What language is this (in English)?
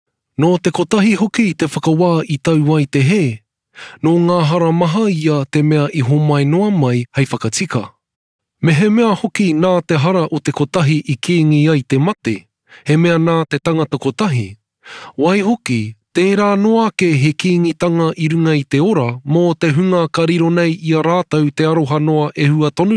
Māori